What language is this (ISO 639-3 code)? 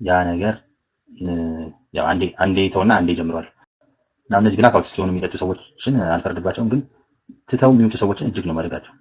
amh